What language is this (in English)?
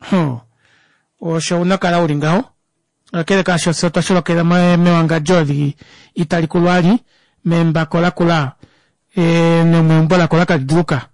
Kuanyama